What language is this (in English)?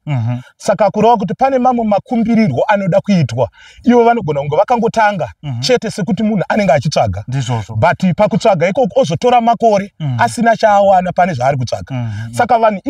Shona